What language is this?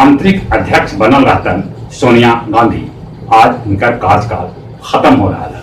Magahi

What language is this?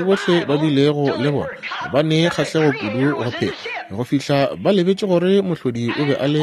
Northern Sotho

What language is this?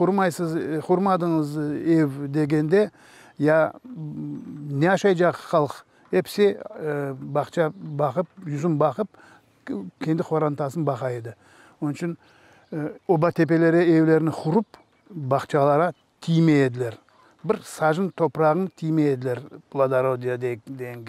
Crimean Tatar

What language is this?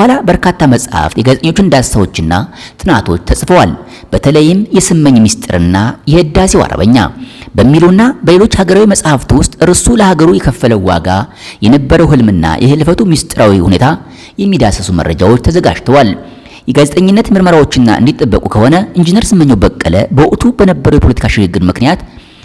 Amharic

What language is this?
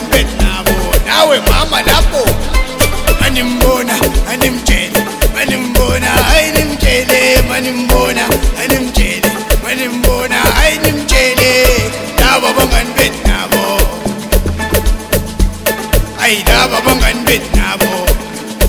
Zulu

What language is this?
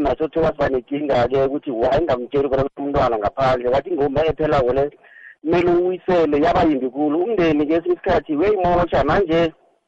South Ndebele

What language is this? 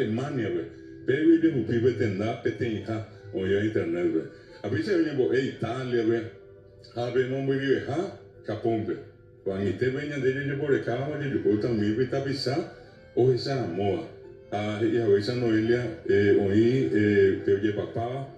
Guarani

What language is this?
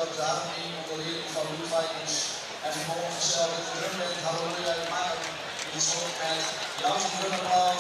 Western Frisian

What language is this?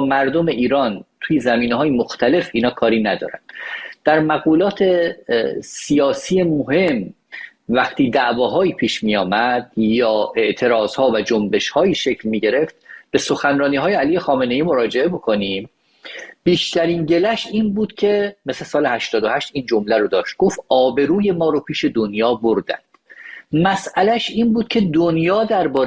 Persian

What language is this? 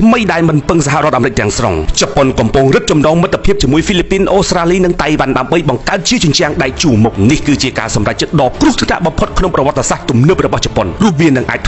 Khmer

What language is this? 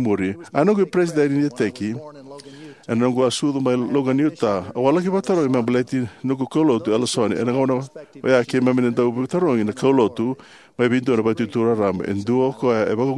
Fijian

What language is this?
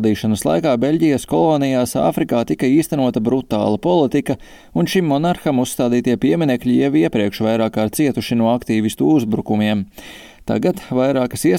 Latvian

